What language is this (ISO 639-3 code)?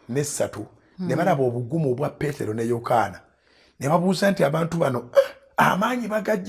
lug